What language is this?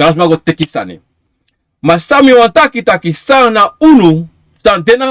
Sranan Tongo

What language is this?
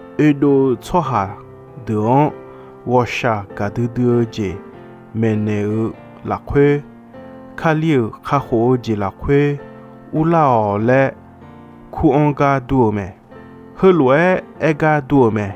Akha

